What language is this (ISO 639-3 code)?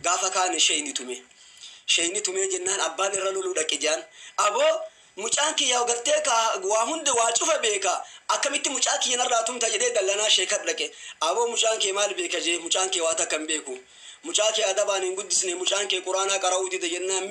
orm